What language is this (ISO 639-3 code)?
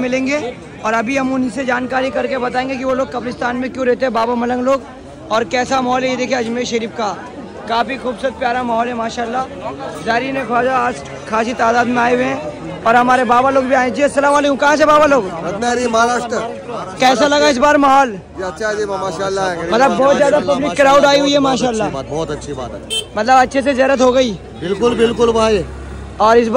hin